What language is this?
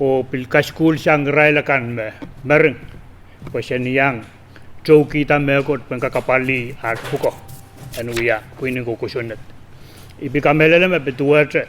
Pohnpeian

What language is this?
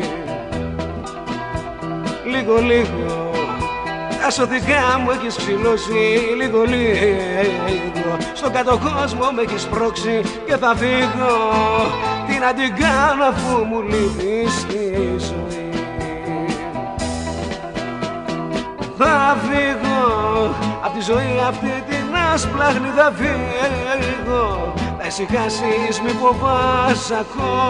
Greek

